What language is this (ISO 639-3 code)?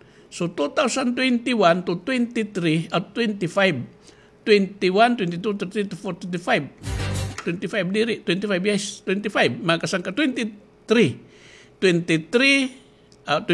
war